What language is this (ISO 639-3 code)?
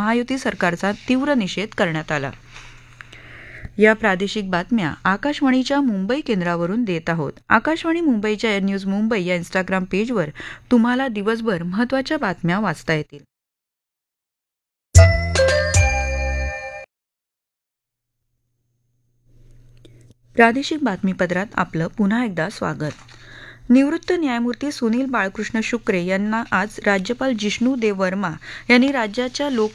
mar